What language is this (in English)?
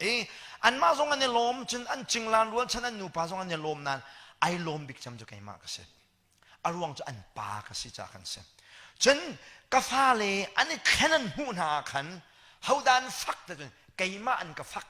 Hakha Chin